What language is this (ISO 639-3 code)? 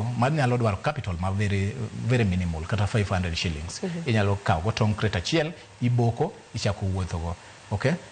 luo